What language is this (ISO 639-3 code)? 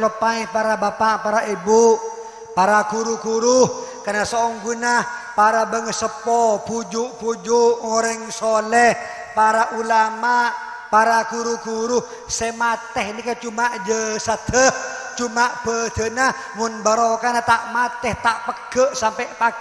mad